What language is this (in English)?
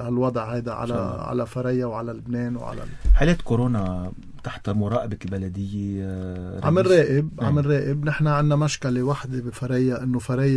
North Levantine Arabic